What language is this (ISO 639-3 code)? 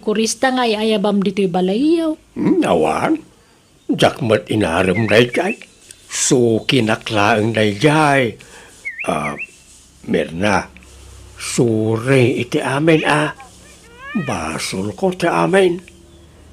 ilo